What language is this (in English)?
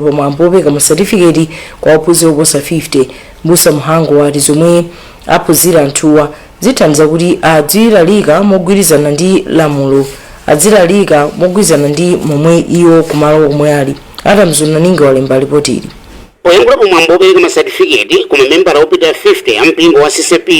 Nyanja